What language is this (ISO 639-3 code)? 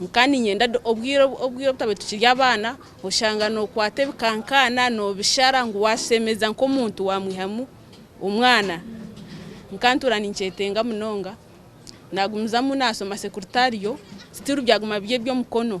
nyn